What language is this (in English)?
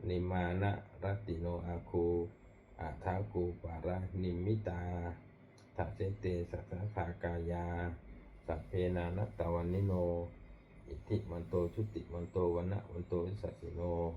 Pali